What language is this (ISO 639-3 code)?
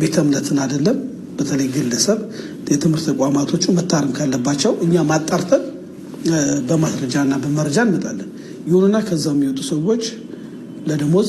amh